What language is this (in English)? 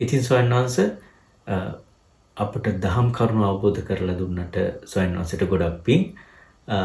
Sinhala